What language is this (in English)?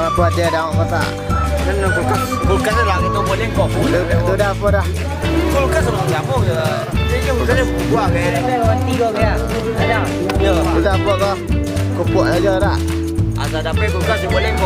Minangkabau